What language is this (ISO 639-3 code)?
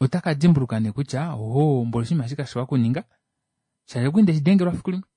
kua